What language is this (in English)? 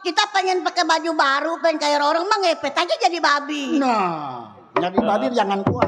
Betawi